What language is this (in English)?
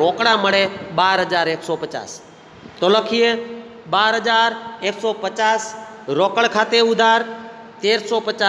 Gujarati